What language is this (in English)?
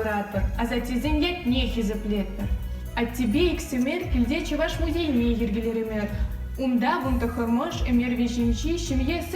Chuvash